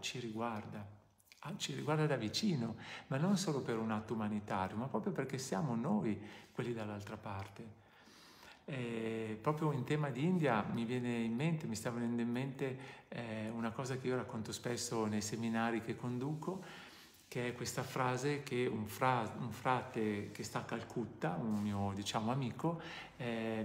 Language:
Italian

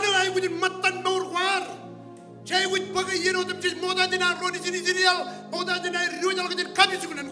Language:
Marshallese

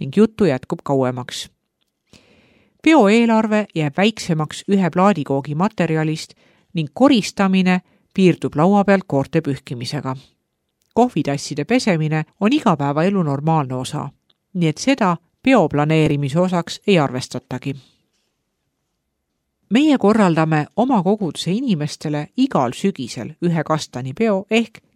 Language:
Estonian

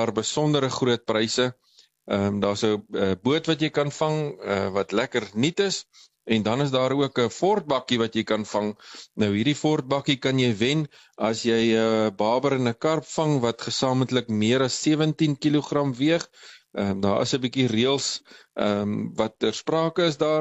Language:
Afrikaans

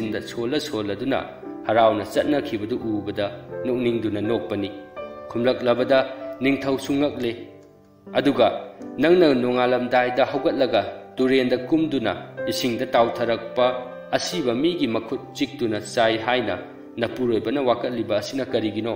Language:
Manipuri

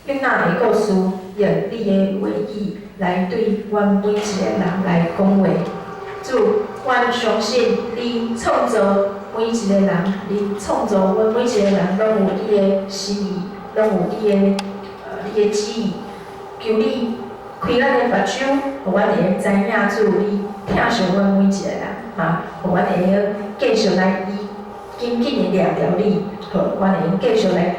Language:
Min Nan Chinese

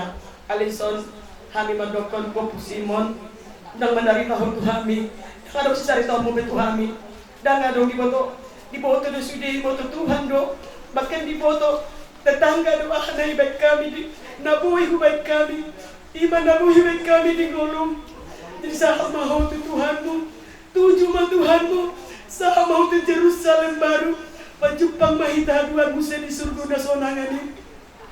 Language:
Batak Toba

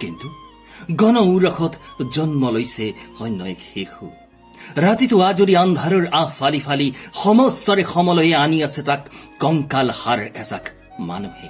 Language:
Assamese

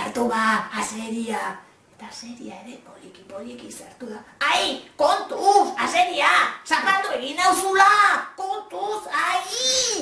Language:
Basque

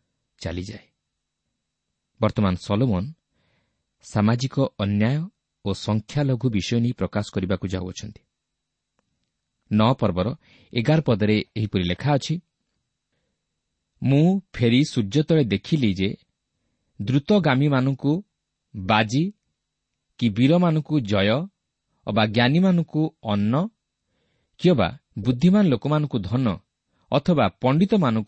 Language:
Odia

